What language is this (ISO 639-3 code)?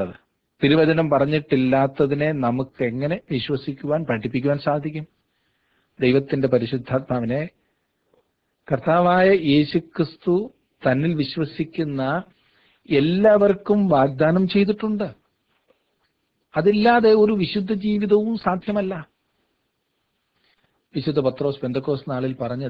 mal